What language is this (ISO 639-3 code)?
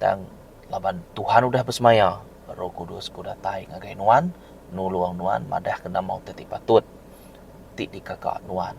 iba